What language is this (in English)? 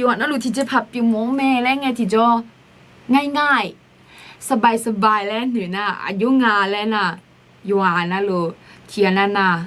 Akha